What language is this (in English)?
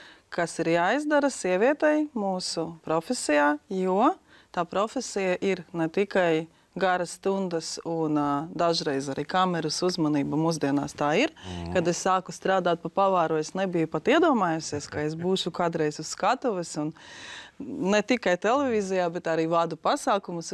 Latvian